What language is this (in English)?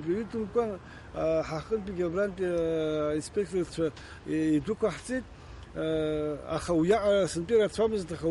Abkhazian